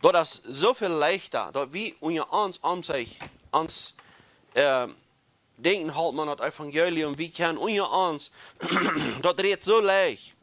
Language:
Plautdietsch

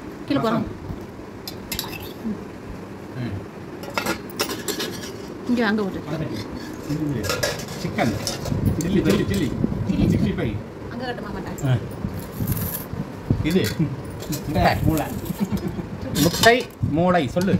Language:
Tamil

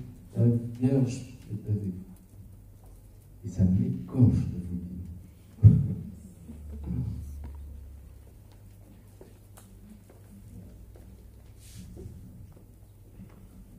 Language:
French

